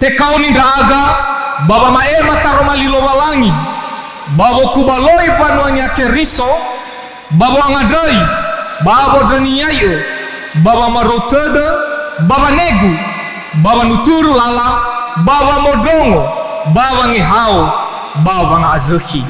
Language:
Nias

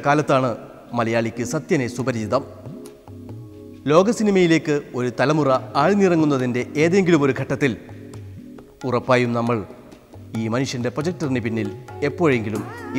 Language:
Malayalam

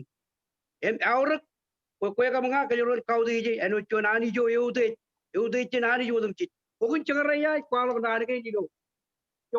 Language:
Marshallese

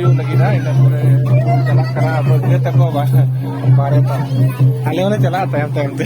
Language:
Santali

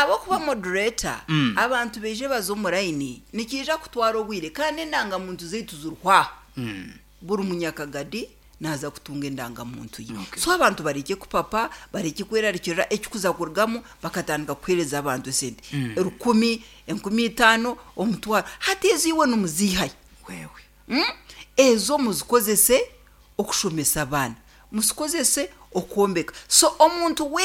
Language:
Nyankole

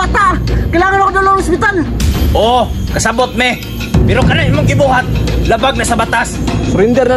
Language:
Cebuano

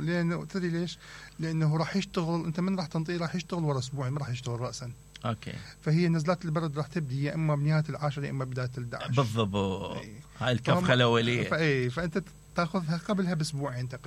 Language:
Mesopotamian Arabic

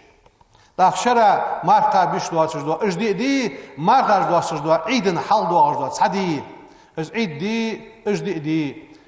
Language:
Ingush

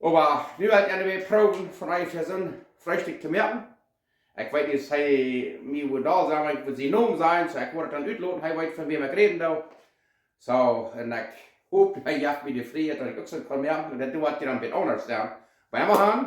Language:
Plautdietsch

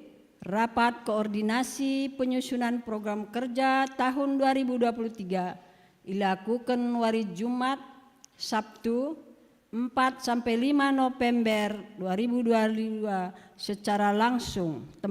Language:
Batak Karo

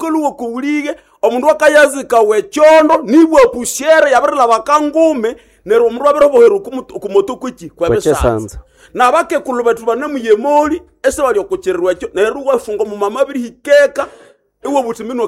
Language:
Nande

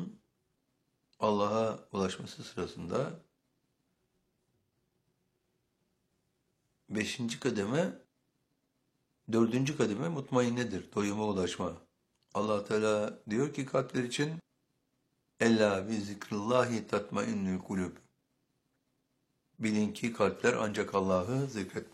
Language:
Turkish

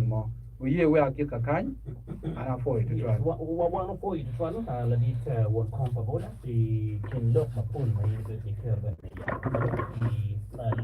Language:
Acoli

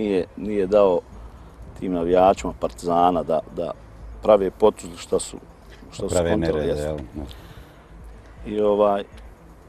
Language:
Bosnian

